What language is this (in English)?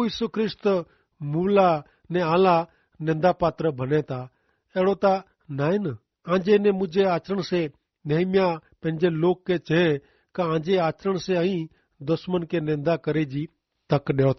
Kachhi